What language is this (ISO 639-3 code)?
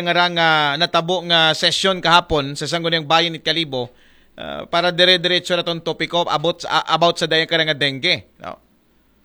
akl